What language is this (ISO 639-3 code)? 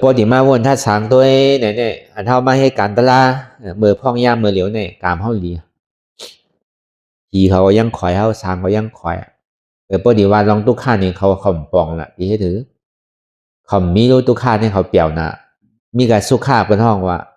shn